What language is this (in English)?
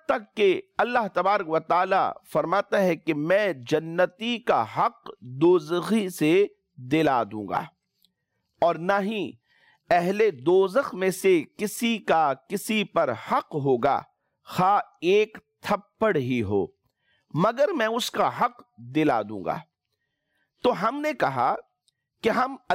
Urdu